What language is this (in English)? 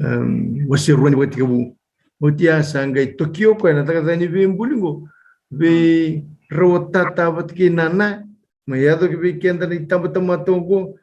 Fijian